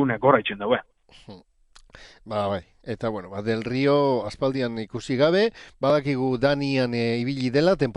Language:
Basque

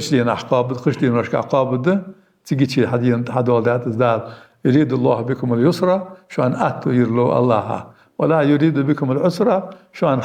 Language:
Ingush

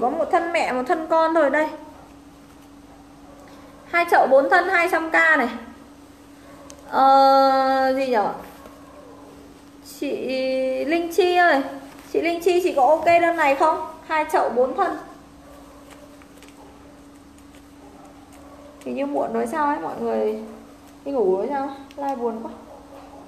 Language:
Vietnamese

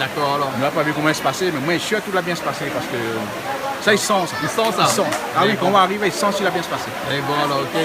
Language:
Réunion Creole French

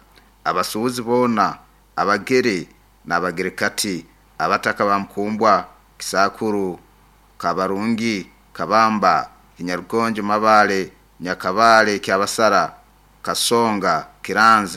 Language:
Nyoro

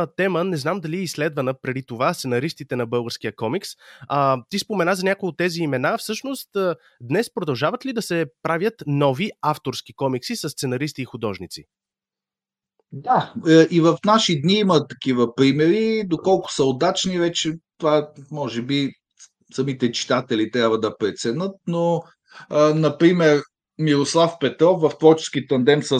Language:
Bulgarian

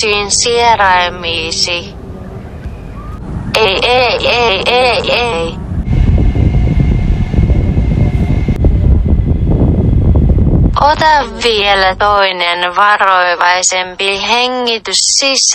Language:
Finnish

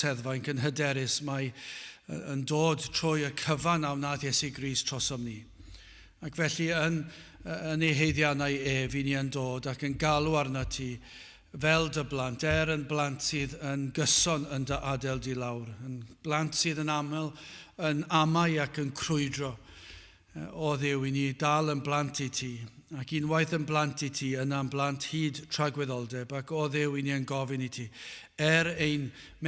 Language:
Welsh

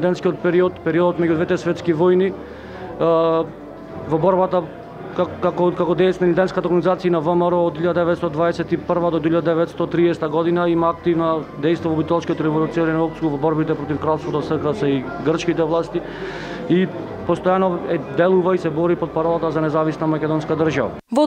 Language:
Macedonian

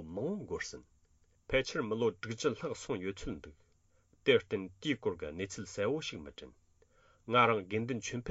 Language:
Tibetan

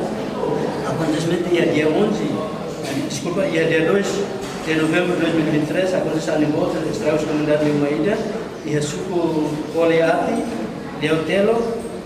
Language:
Tetum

